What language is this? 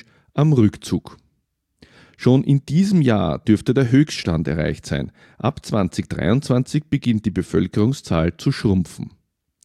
German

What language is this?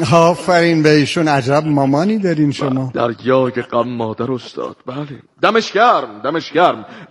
Persian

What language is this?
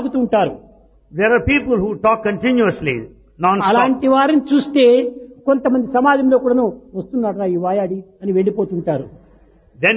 Telugu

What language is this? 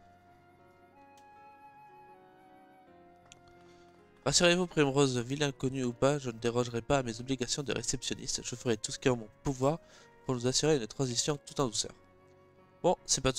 French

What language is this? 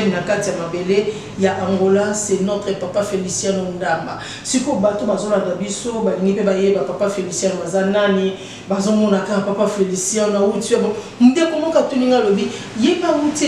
Lingala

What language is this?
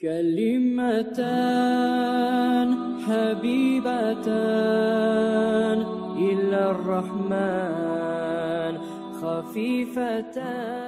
Kumyk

